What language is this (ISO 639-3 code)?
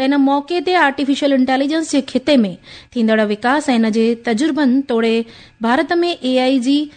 snd